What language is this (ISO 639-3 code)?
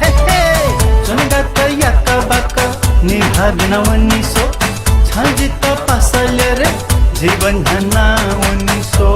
new